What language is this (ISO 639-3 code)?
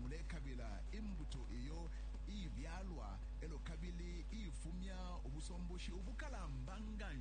bem